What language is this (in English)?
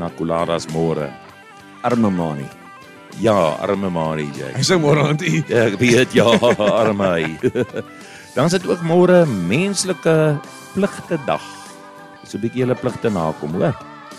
Afrikaans